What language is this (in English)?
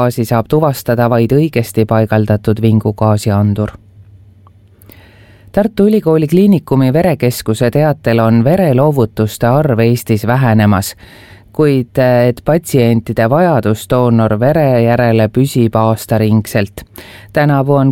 Estonian